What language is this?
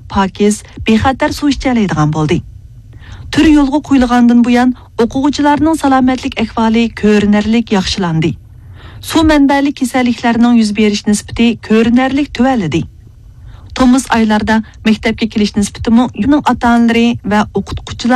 Uyghur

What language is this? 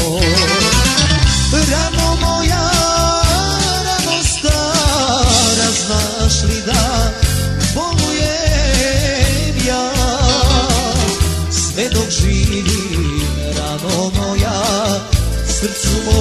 Croatian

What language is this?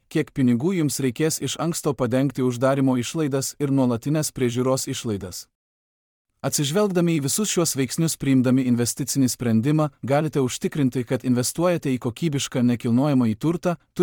Lithuanian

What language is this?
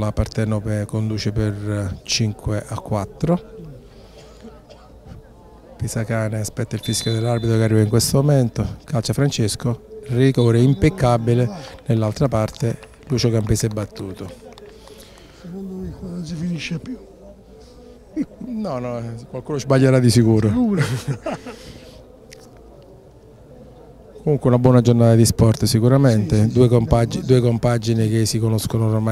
Italian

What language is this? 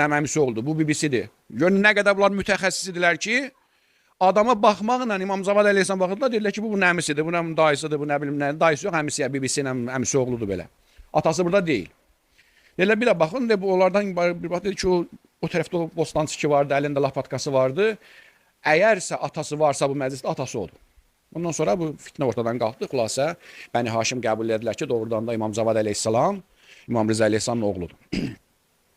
Azerbaijani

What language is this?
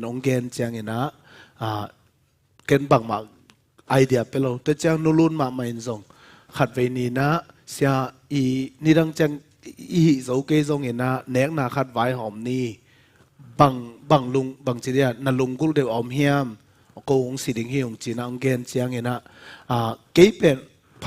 Tedim Chin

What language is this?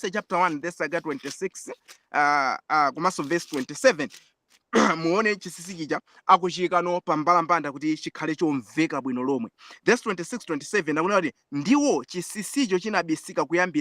Nyanja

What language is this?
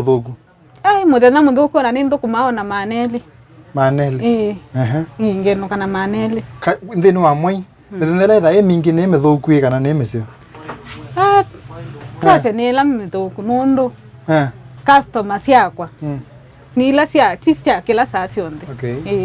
Kamba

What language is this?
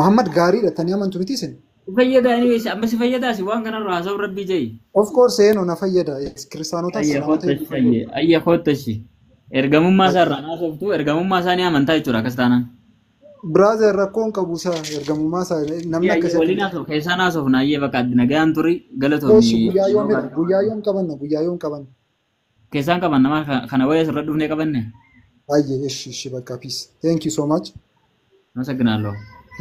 Oromo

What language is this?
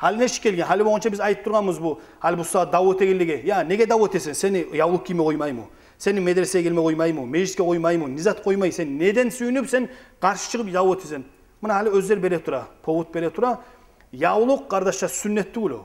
Kumyk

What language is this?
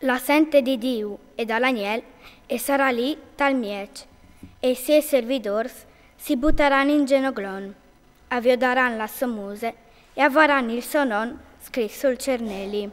Friulian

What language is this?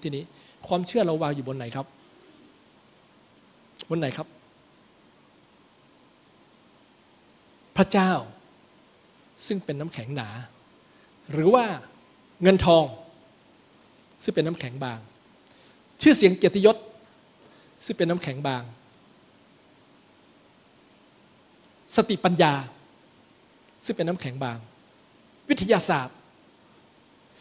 Thai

